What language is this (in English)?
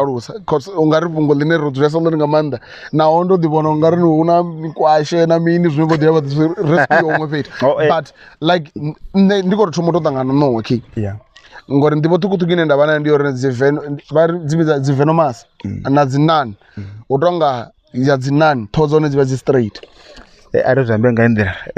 Venda